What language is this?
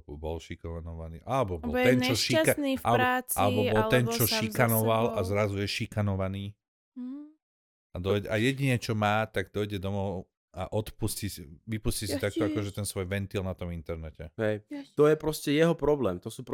Slovak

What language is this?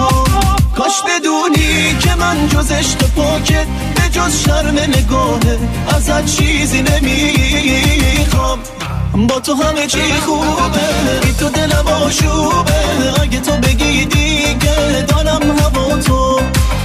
Persian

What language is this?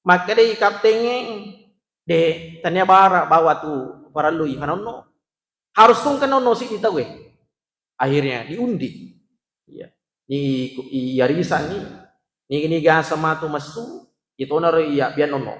Buginese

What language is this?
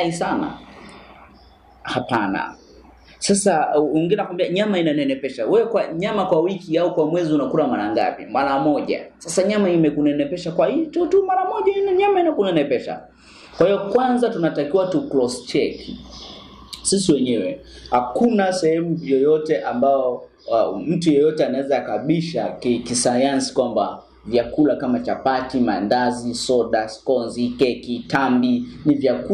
Swahili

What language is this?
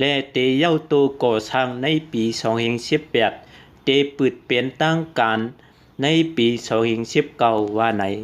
Shan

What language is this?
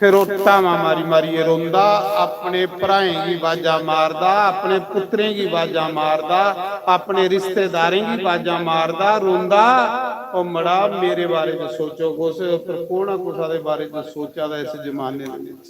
Dogri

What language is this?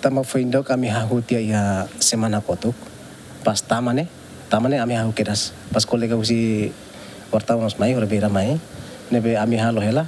Tetum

